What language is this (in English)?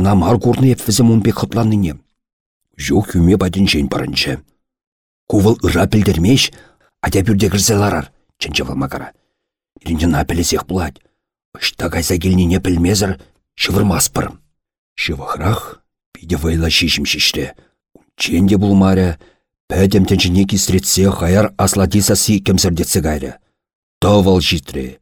Chuvash